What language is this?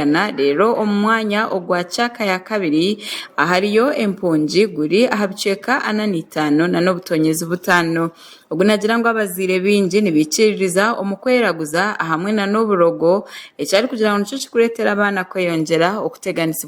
Nyankole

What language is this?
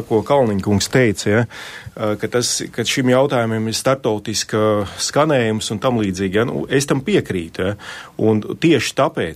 Latvian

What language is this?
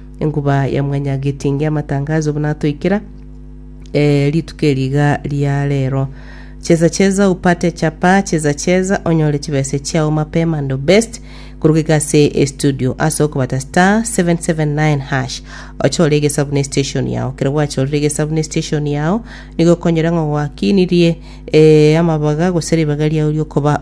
Gusii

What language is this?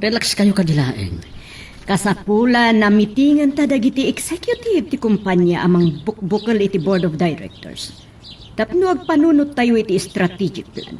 Iloko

